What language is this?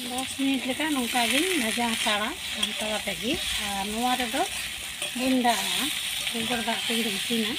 Santali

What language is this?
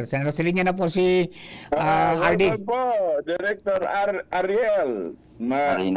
Bikol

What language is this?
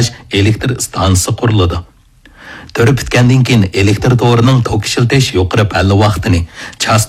Uyghur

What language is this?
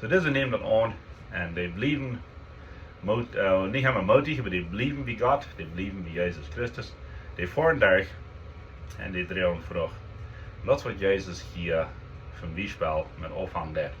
Plautdietsch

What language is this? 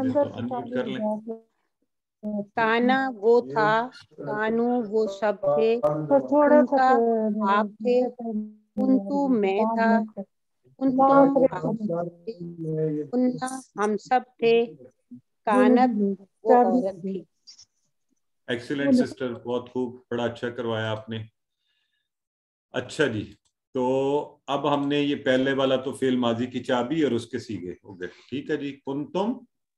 Urdu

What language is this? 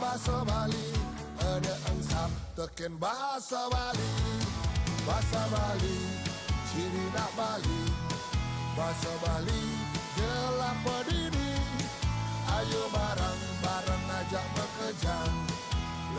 Balinese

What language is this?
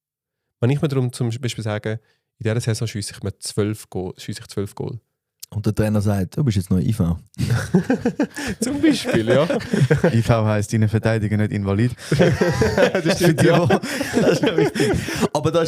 Swiss German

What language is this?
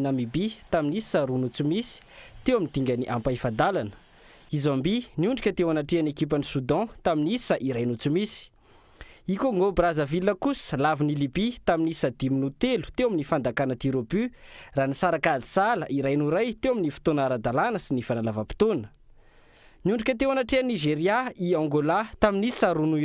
Malagasy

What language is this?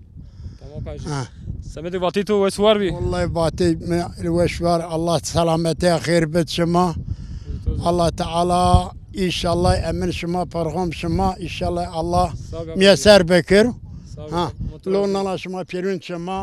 Zaza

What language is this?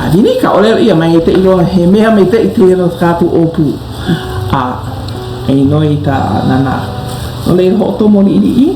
Hawaiian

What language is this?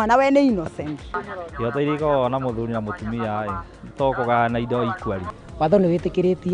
Kikuyu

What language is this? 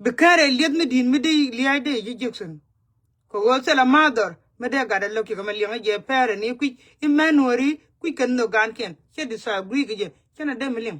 Nuer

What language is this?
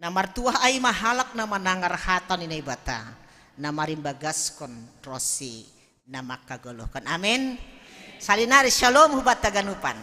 Batak Simalungun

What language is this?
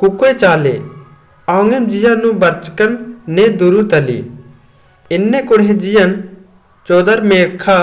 Kurukh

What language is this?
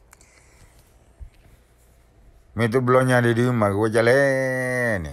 S'gaw Karen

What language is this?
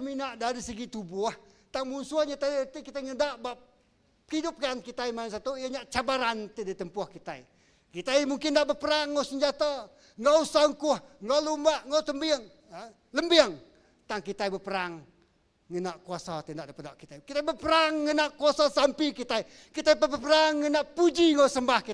Iban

